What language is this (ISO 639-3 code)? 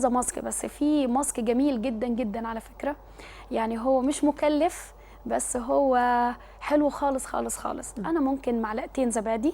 arz